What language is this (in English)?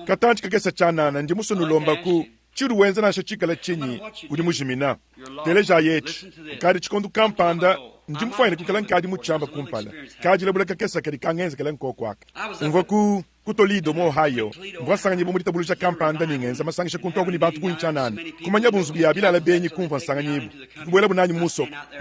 Luba-Lulua